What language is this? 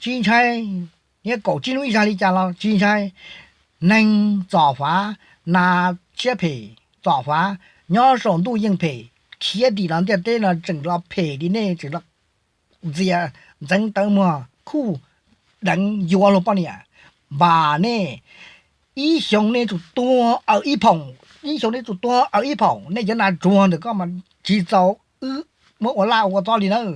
Hmong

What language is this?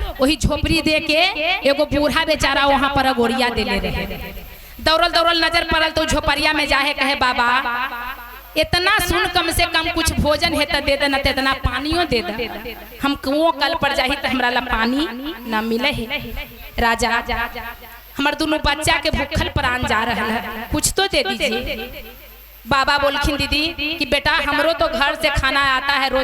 Magahi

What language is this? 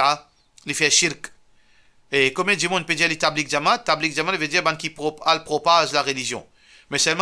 Morisyen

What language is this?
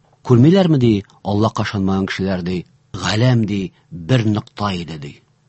Tatar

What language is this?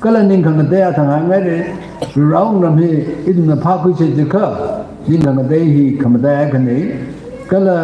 Tangkhul Naga (India)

